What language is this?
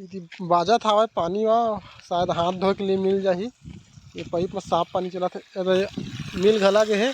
Chhattisgarhi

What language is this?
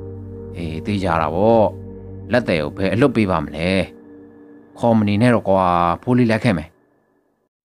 Burmese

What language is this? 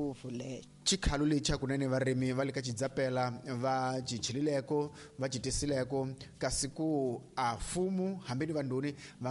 Tsonga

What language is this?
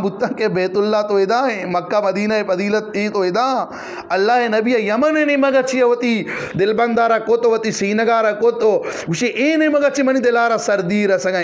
Eastern Balochi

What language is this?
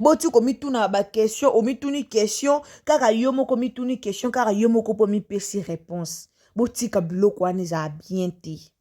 Lingala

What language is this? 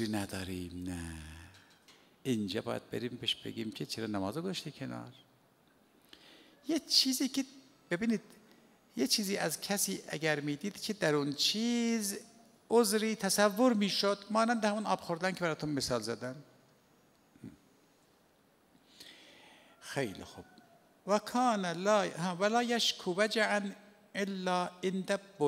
Persian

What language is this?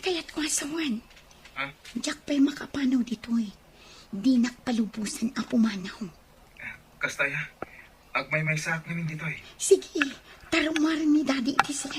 Iloko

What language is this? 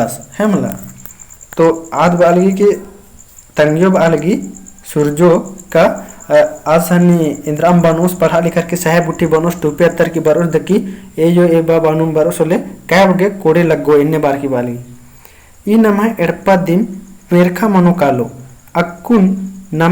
Kurukh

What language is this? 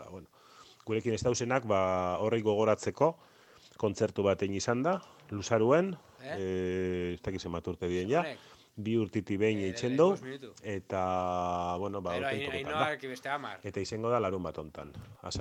Basque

